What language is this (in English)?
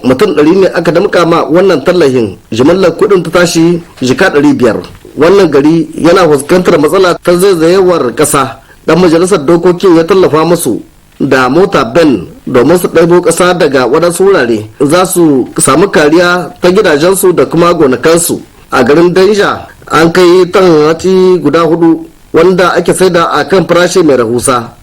Hausa